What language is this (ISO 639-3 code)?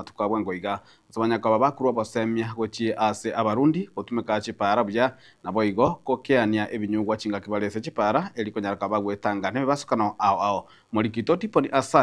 guz